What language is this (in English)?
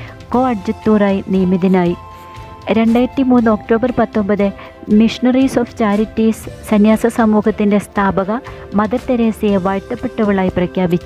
Malayalam